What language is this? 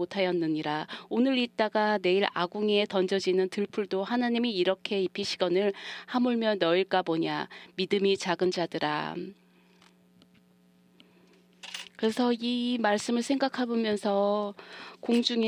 Korean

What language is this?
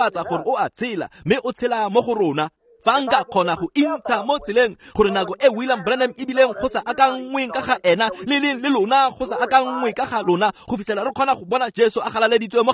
Tswana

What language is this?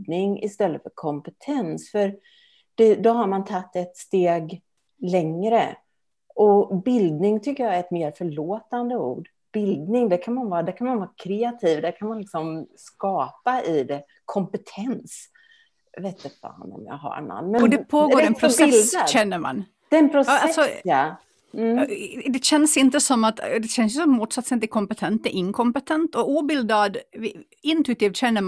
Swedish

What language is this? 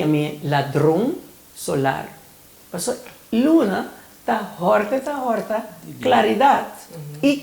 Papiamento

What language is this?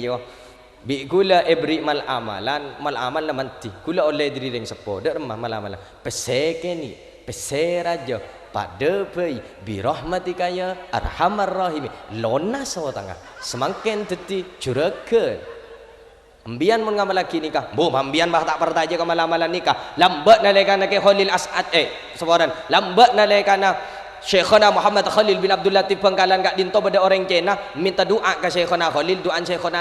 Madurese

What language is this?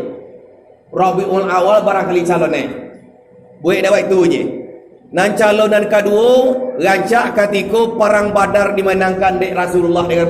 Minangkabau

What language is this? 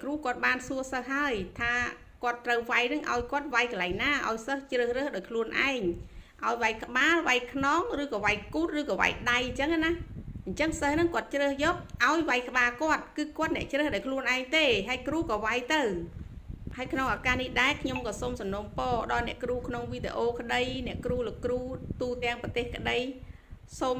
Khmer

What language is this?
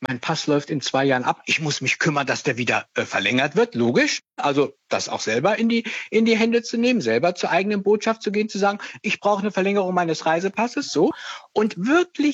German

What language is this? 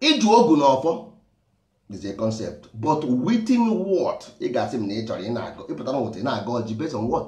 Igbo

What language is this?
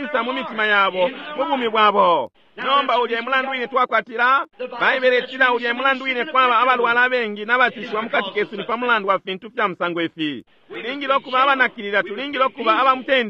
Bemba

